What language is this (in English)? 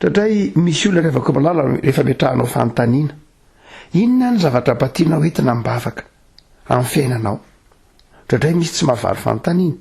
Malagasy